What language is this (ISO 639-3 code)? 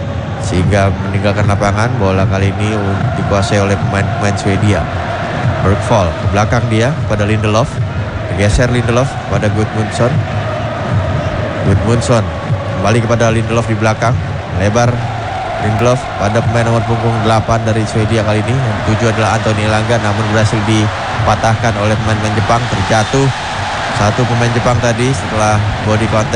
ind